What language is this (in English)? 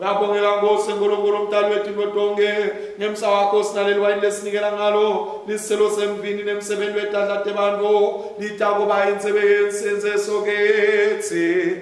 Swati